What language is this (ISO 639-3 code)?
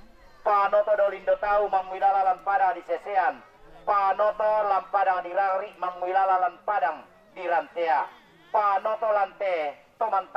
sda